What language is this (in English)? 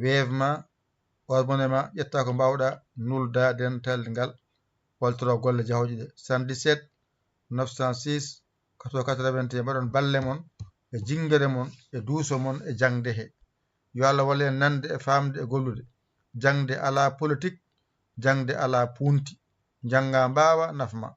Fula